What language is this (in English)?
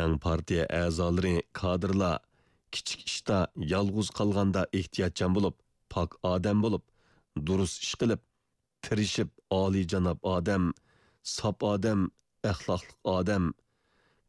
Uyghur